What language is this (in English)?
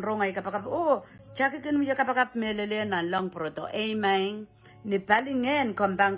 Pohnpeian